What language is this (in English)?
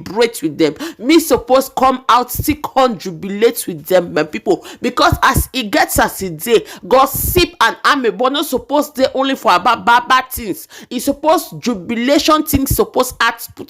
Nigerian Pidgin